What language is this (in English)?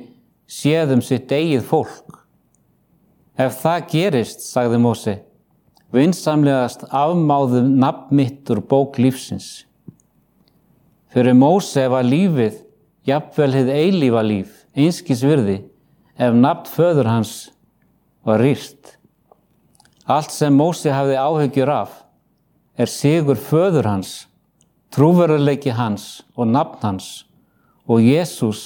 Icelandic